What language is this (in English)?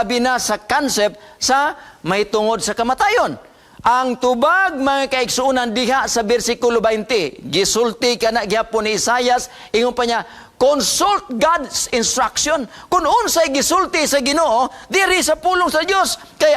Cebuano